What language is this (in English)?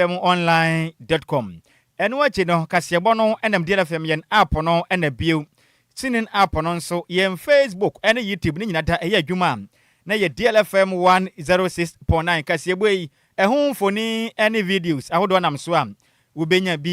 Akan